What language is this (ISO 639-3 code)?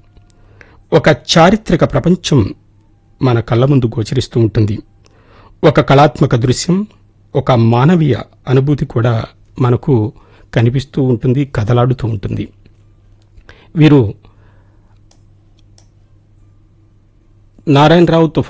tel